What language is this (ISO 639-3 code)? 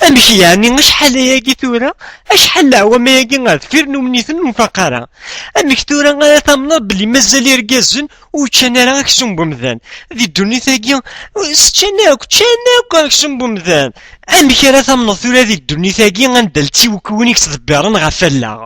kab